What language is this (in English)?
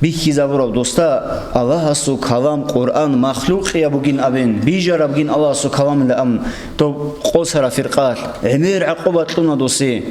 Avaric